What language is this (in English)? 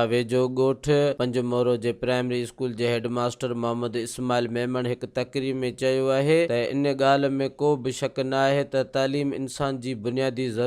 Sindhi